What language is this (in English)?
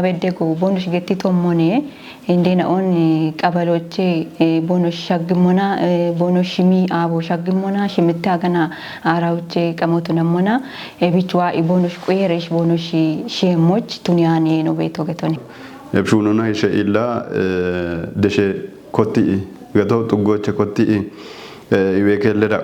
Kafa